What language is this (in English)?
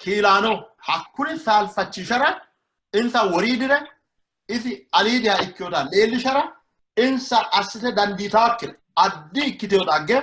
Sidamo